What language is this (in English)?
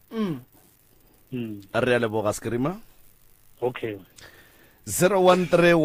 Northern Sotho